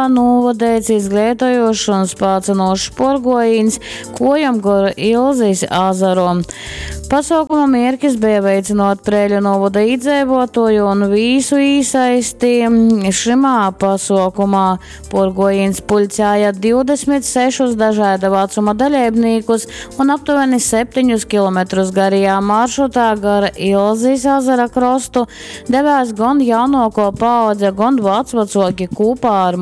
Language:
Latgalian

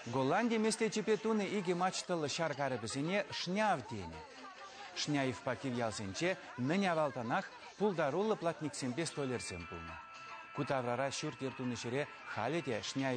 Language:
Chuvash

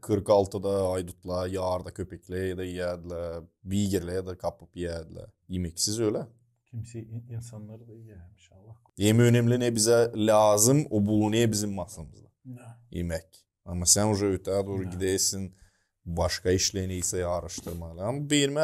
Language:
Gagauz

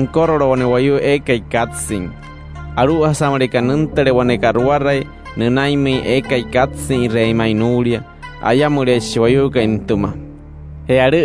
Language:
Wayuu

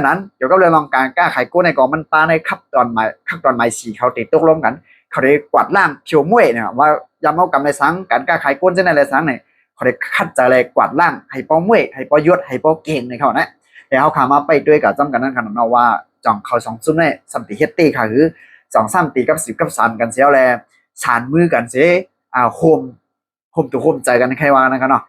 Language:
Shan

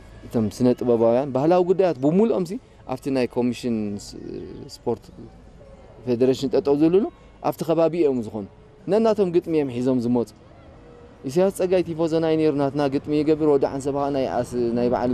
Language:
Tigrinya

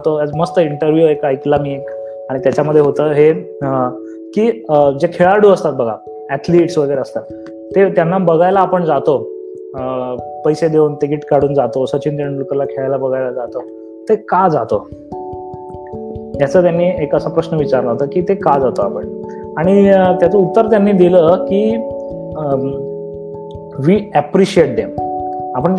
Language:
Marathi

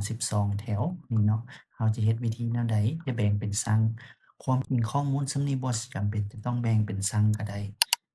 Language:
Lao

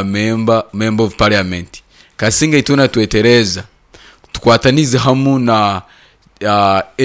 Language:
Nyoro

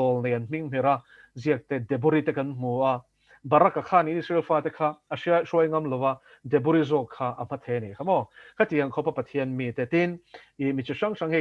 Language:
Mizo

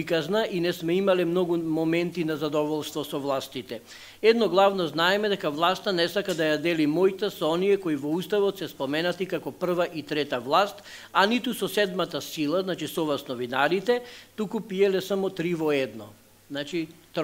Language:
Macedonian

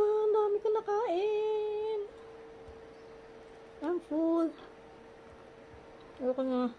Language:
Filipino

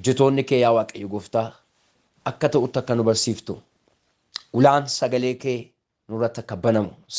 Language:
Oromo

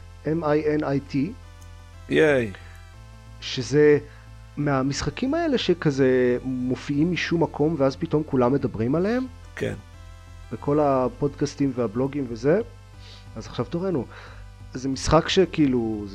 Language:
Hebrew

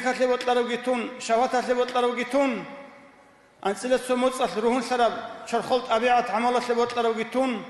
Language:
Avaric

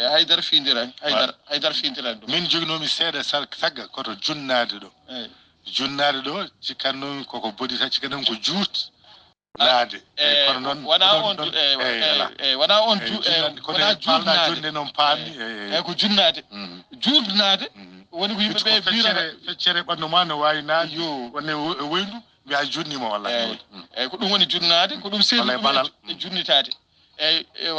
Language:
Fula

